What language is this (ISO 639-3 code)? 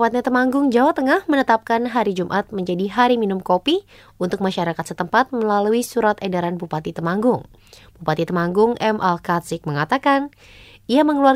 ind